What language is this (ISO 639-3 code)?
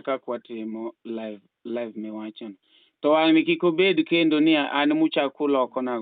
luo